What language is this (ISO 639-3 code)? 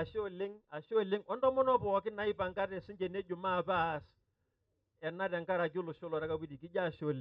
mas